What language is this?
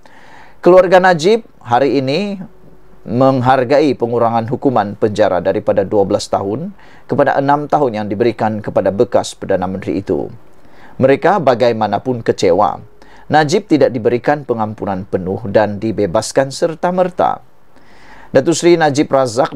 Malay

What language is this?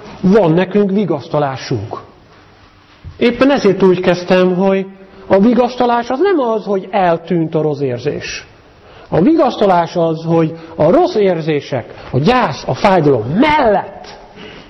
Hungarian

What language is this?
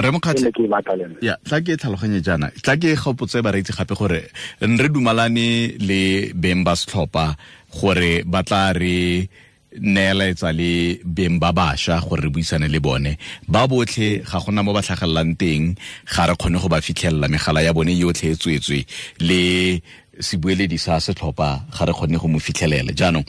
Tswana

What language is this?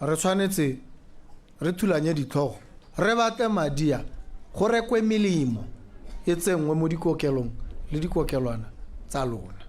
Tswana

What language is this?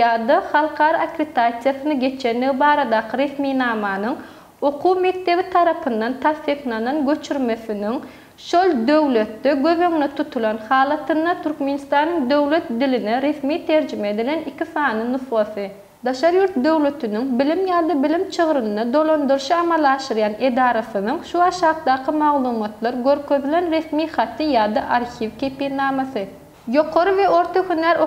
Turkmen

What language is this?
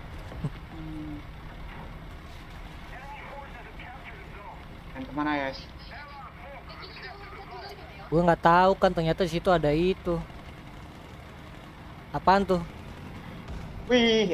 Indonesian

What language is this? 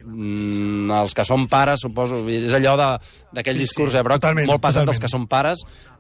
Catalan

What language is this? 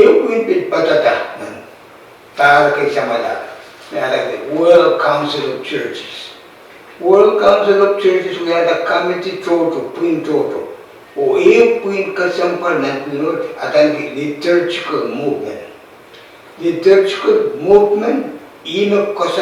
Pohnpeian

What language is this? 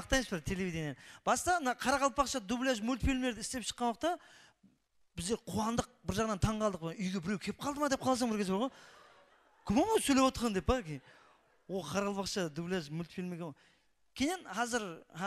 Kara-Kalpak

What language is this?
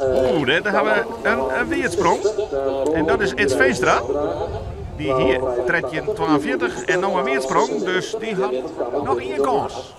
Western Frisian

